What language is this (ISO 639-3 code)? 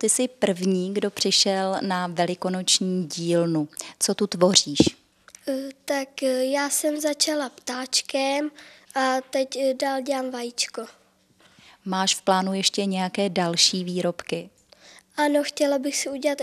ces